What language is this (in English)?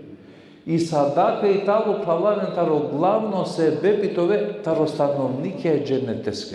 Balkan Romani